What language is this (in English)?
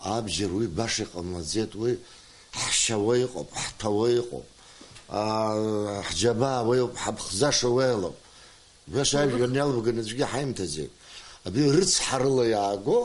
Abkhazian